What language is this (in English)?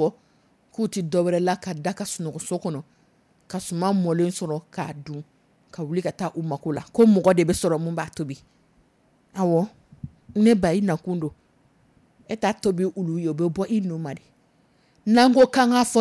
Dyula